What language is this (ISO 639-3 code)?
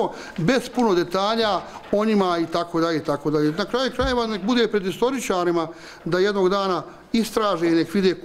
bos